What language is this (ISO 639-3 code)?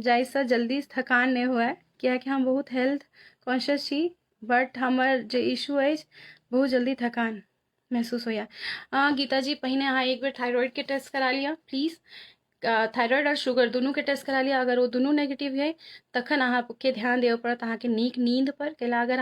mai